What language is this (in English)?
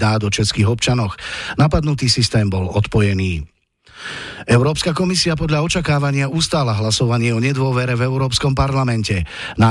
Slovak